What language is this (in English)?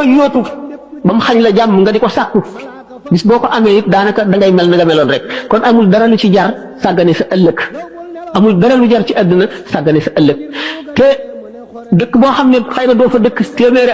Wolof